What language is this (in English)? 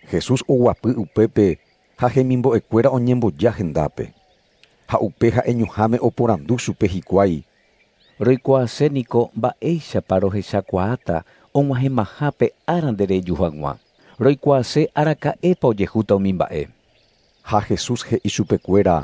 Guarani